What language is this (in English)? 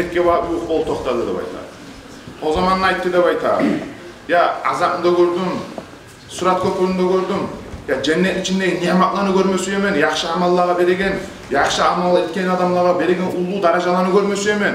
Kumyk